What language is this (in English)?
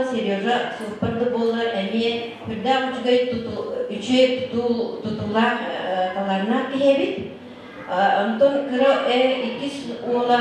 Yakut